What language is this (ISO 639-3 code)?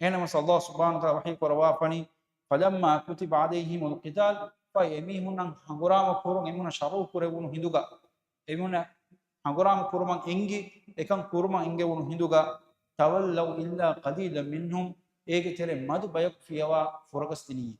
div